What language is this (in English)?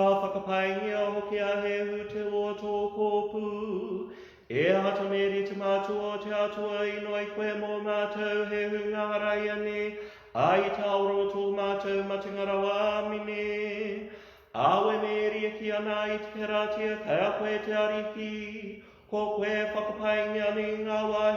Māori